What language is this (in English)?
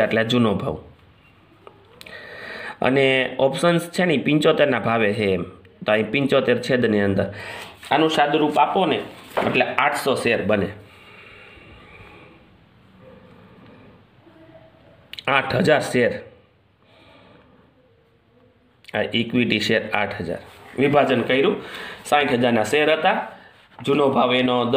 Gujarati